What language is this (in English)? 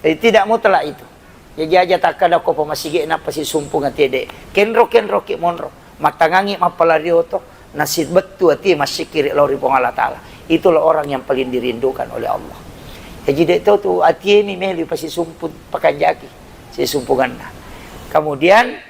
Buginese